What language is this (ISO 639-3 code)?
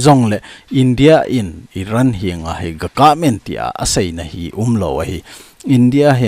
tcz